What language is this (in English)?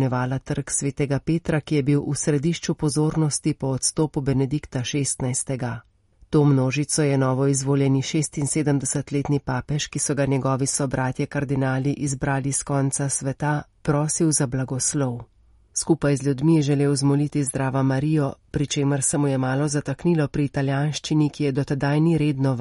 Slovenian